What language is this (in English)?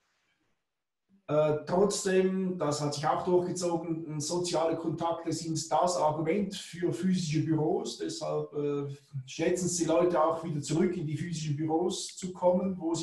German